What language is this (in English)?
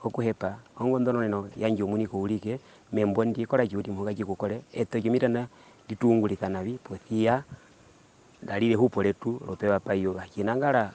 Herero